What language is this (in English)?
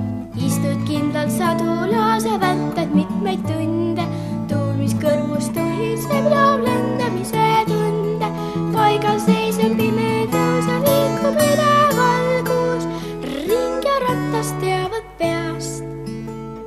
Estonian